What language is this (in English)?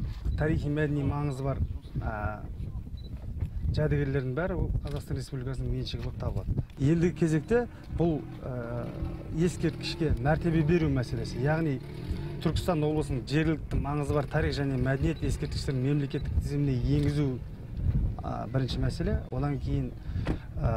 Kazakh